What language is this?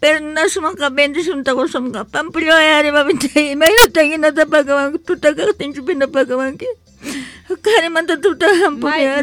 South Bolivian Quechua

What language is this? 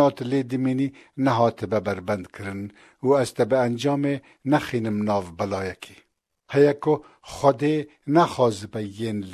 Kurdish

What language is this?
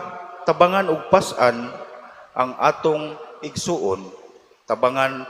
Cebuano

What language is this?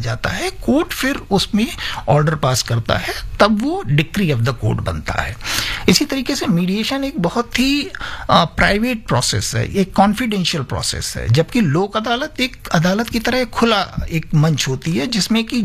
Hindi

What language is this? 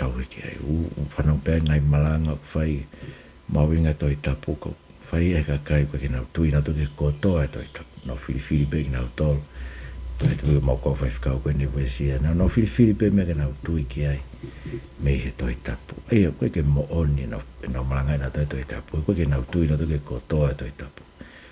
Tongan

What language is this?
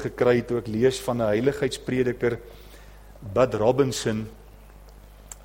Afrikaans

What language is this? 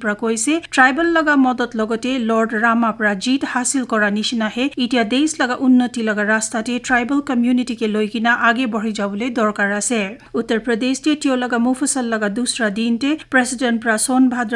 Naga Pidgin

